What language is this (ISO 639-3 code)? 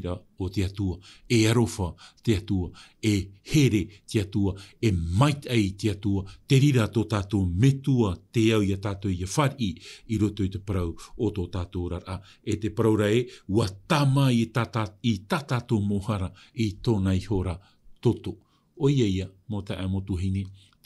tah